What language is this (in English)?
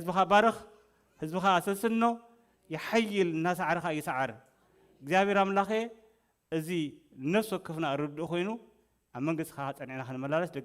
Tigrinya